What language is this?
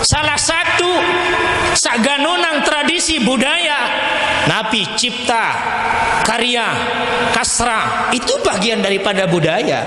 Sasak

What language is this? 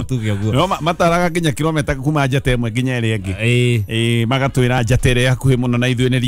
Kikuyu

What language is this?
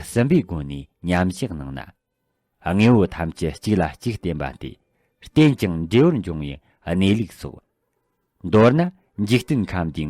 Tibetan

